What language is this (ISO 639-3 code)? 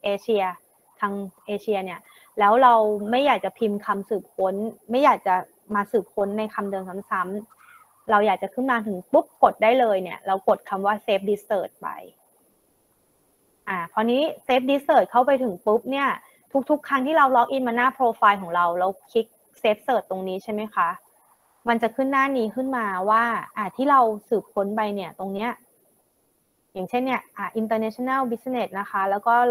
tha